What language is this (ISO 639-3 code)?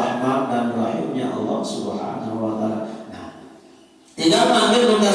sas